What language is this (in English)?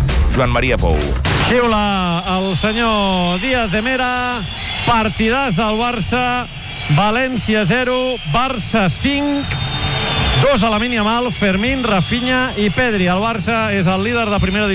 Catalan